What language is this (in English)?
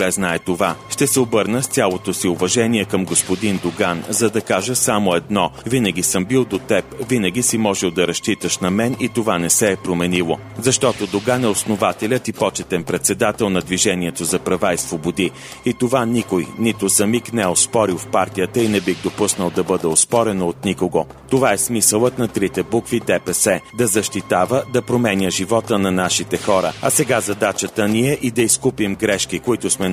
Bulgarian